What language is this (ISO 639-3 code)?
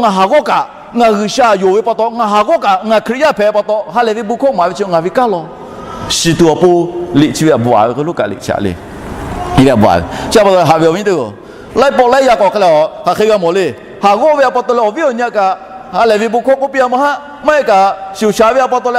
lhu